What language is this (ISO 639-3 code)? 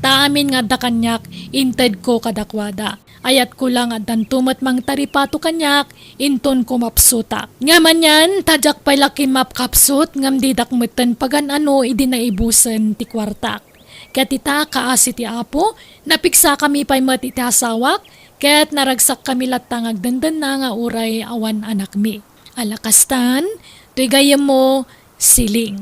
ilo